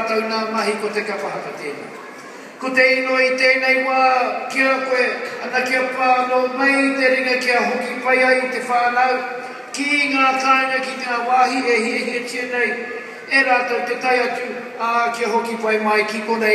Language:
Māori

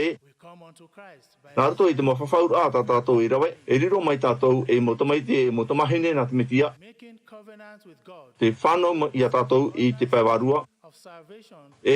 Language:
Tahitian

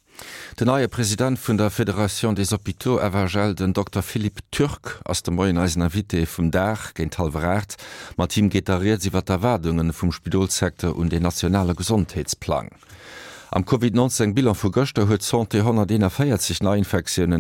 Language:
Luxembourgish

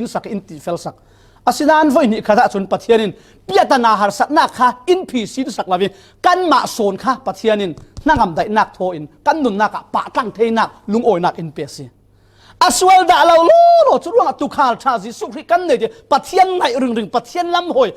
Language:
Falam Chin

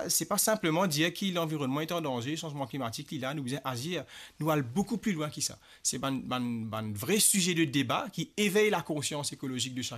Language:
Morisyen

